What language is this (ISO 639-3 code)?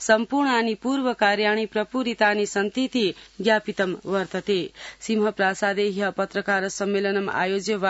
san